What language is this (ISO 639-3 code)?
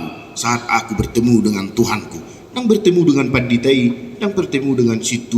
bbc